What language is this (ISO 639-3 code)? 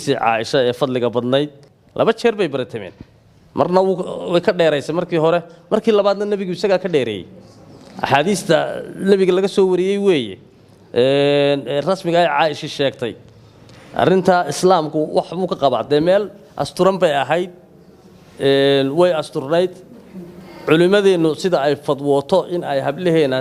som